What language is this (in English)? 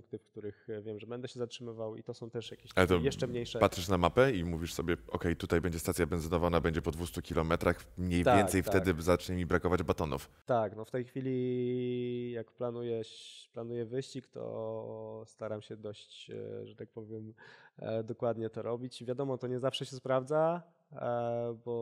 Polish